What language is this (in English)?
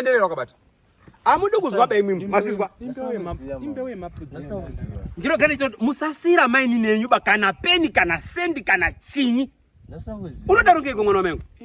Shona